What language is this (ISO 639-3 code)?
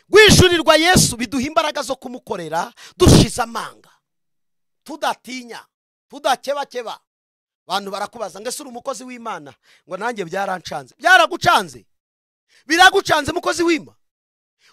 kin